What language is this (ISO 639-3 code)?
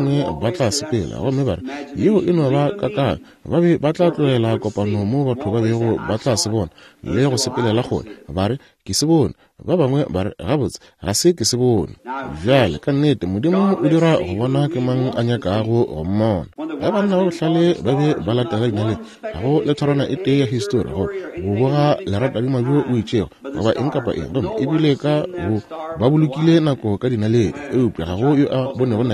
nso